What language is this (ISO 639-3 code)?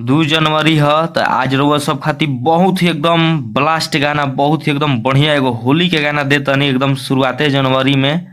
bho